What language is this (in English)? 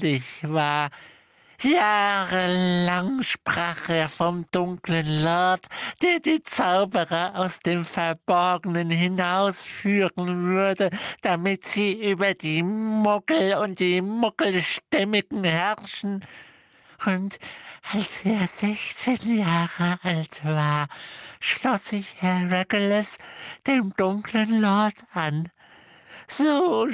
German